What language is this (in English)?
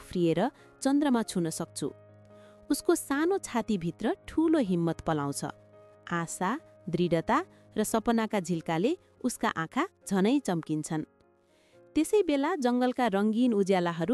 Nepali